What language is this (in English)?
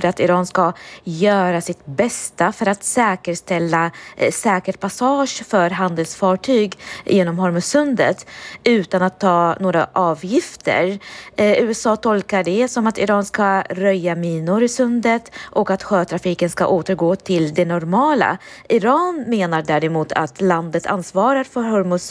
Swedish